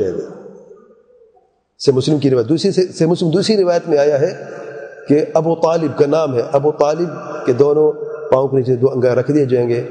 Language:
Urdu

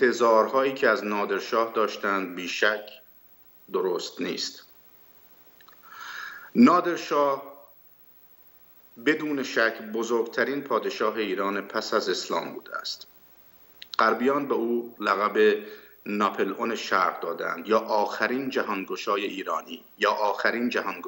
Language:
Persian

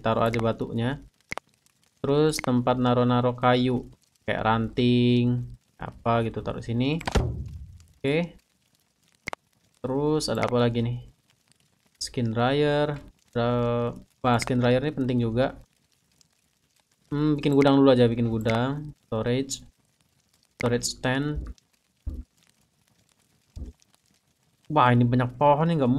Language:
Indonesian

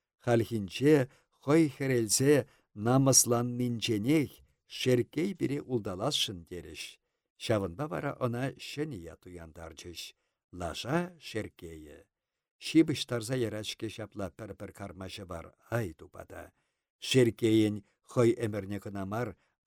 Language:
Chuvash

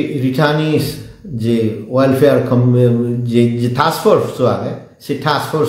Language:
Chakma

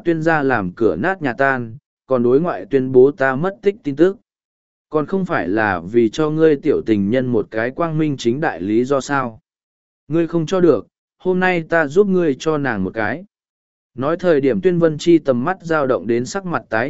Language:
Vietnamese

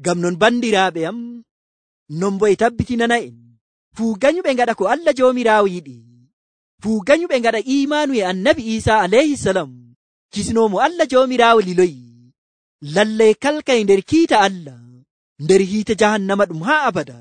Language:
Nigerian Fulfulde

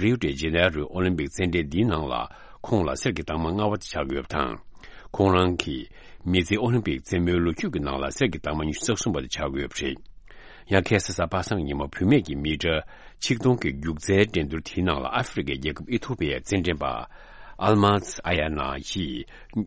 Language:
Tibetan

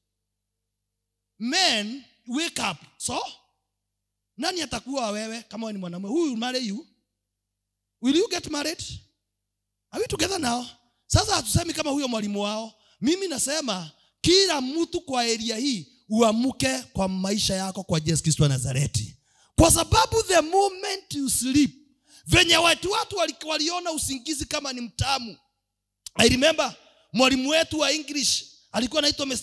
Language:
Swahili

